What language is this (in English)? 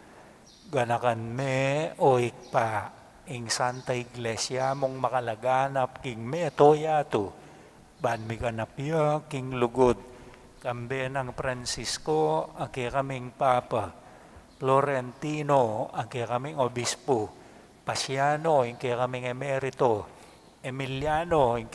Pampanga